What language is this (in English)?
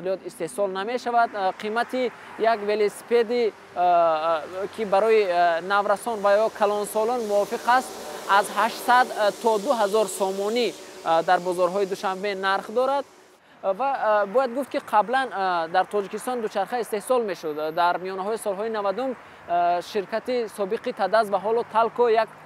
Tajik